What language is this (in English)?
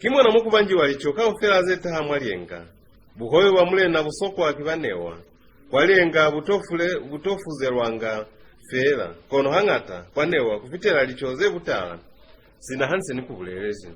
Lozi